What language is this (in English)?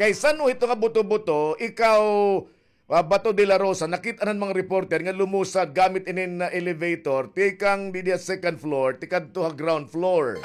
Waray